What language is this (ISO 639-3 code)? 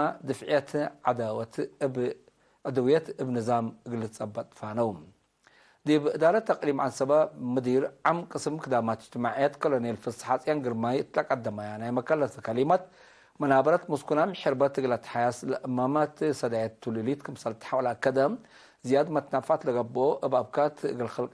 tig